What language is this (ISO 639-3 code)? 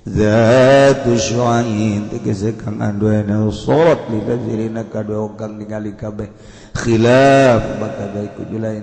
sun